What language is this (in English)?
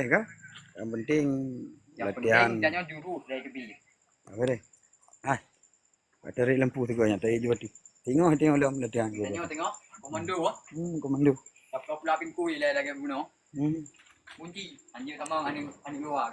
Achinese